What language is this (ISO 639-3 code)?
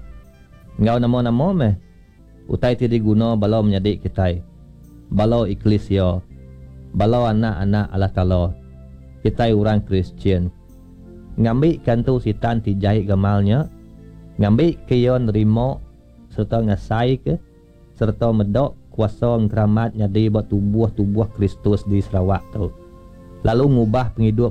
iba